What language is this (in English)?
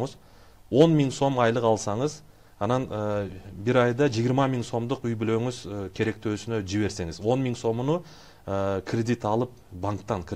Kyrgyz